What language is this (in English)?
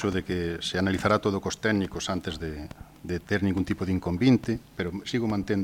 Galician